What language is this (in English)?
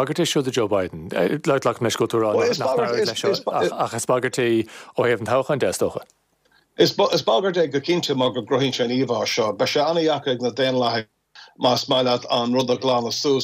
Irish